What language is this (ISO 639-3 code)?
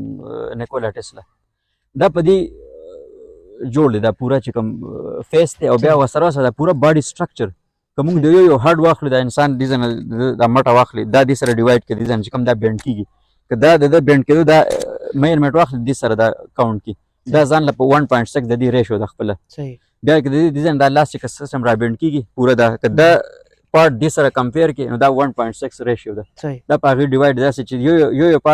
pus